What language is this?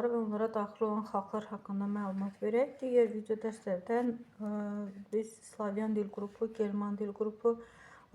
Azerbaijani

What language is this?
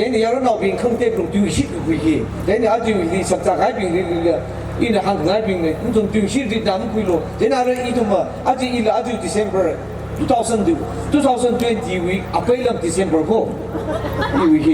Tangkhul Naga (India)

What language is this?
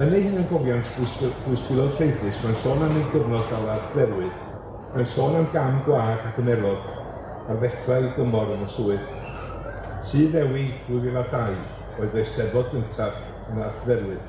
Welsh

